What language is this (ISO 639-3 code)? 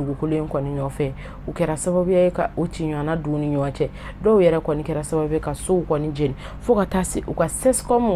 bam